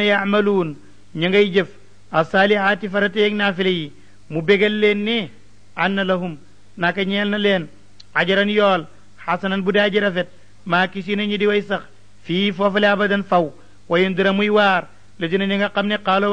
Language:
Wolof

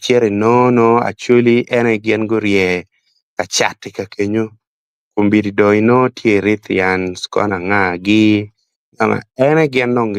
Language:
Acoli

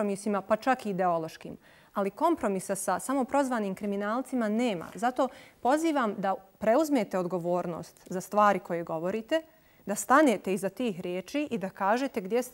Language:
Bosnian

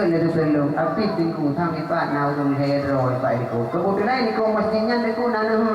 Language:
Achinese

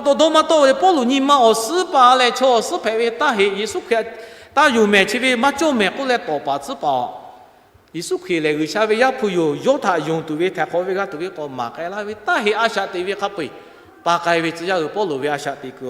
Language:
Lahu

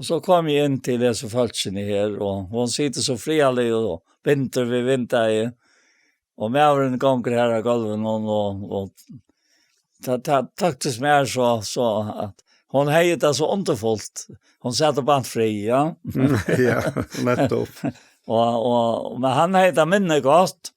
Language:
Faroese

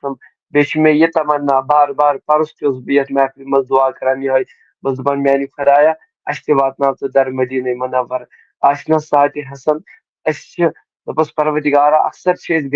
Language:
Kashmiri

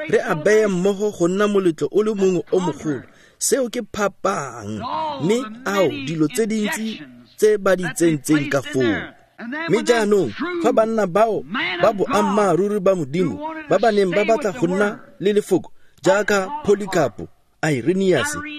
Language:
Tswana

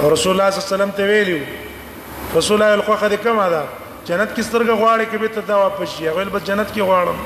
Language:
Pashto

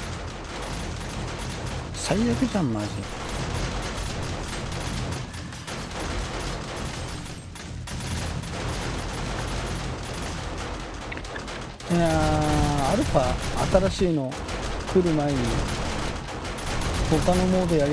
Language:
Japanese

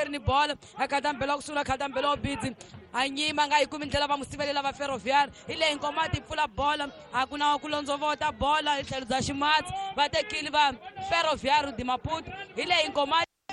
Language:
Tsonga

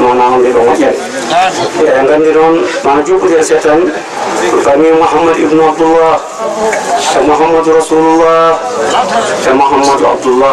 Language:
Fula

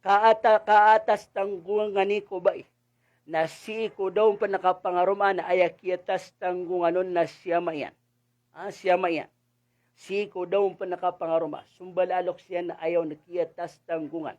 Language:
Maranao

